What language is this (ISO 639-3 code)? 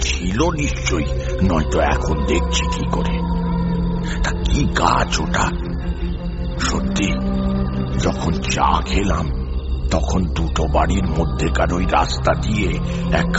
ben